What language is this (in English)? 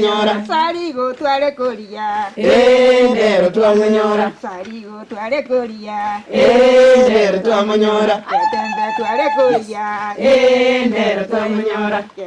Gusii